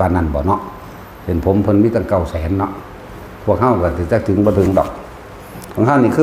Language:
Northeastern Thai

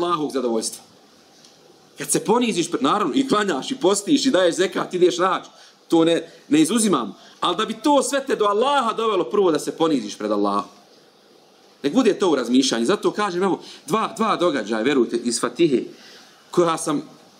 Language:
Bosnian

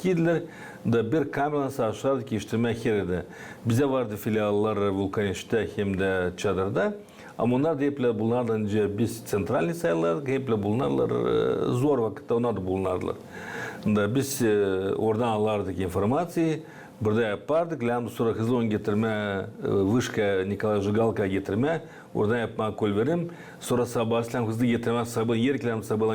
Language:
Gagauz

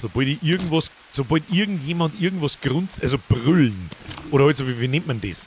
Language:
Bavarian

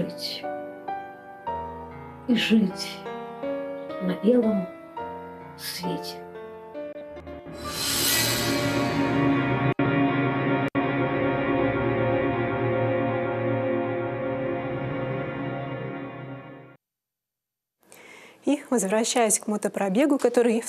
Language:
Russian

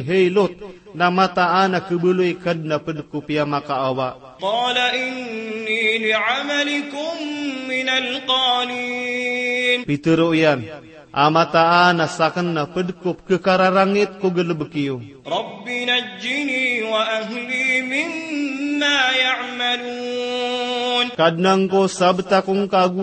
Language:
Maranao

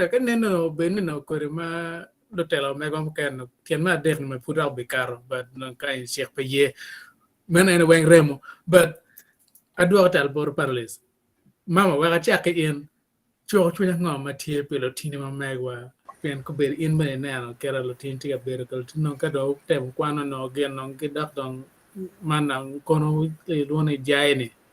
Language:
Acoli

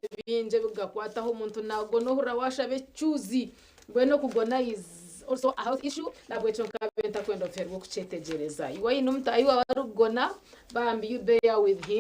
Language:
Nyankole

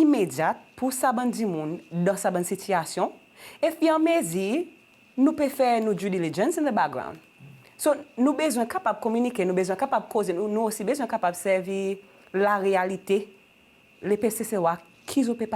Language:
Seselwa Creole French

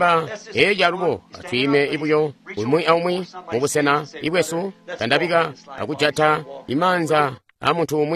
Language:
Tonga (Zambia)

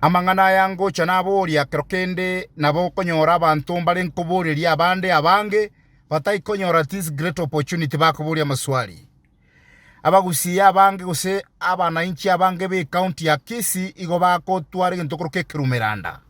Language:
Gusii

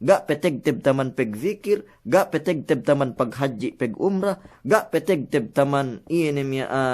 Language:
Yakan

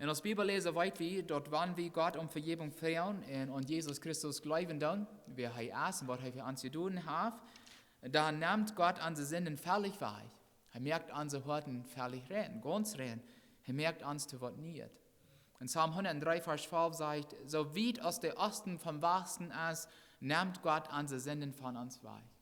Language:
Plautdietsch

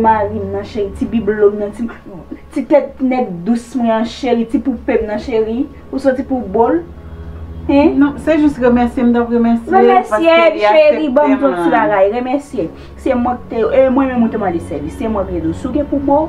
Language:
Haitian Creole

